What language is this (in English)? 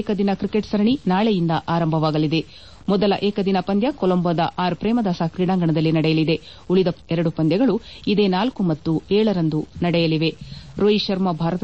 Kannada